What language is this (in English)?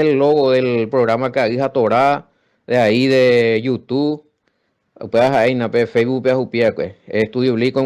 Guarani